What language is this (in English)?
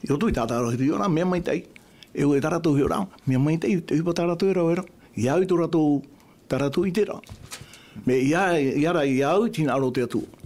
Tahitian